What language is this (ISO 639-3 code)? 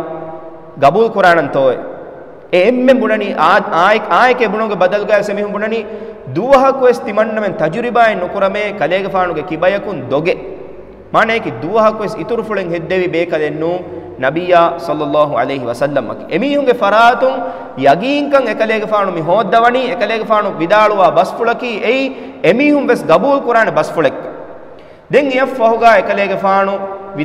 div